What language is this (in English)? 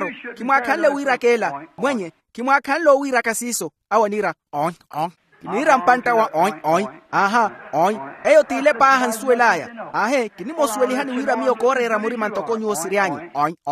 Makhuwa